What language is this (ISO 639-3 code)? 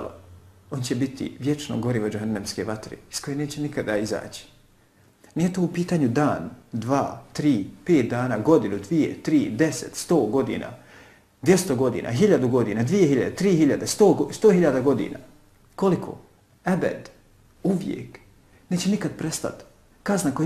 bos